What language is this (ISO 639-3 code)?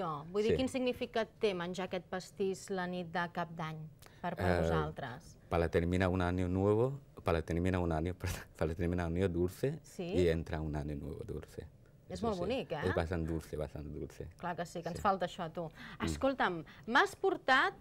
cat